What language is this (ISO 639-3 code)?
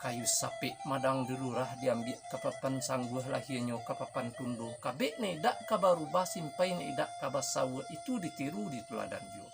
min